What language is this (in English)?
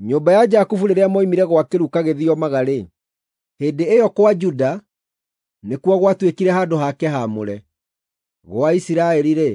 Kikuyu